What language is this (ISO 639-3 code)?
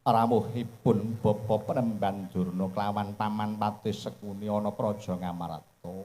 jav